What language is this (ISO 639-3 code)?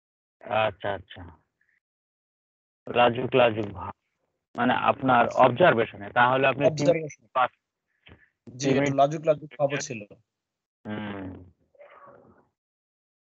ben